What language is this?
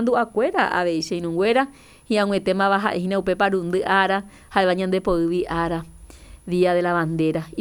Guarani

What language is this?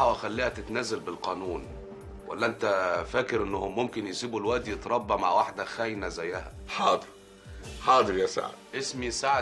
Egyptian Arabic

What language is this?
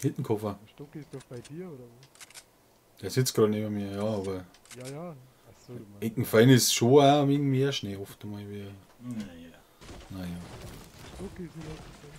Bavarian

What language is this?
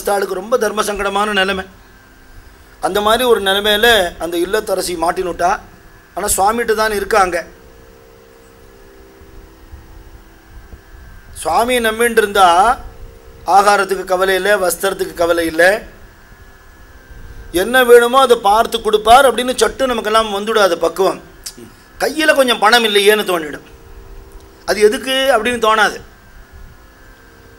Tamil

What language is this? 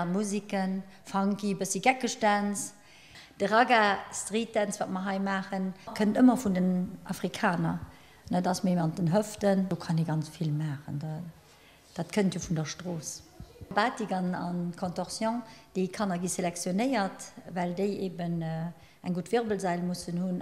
Luxembourgish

